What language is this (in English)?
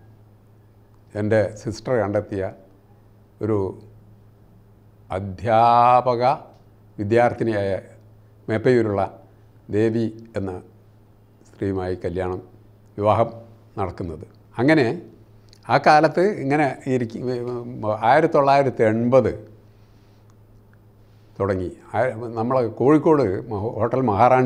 Malayalam